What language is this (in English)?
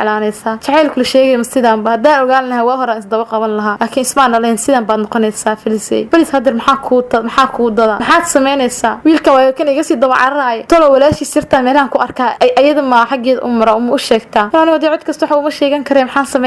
Somali